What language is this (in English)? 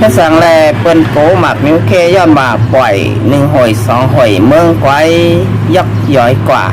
Shan